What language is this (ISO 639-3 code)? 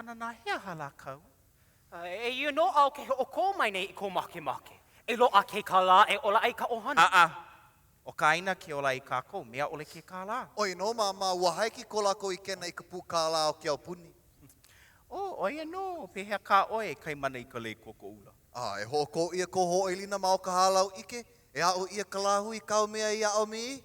haw